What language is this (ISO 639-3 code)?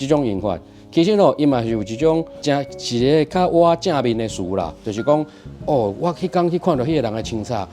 nan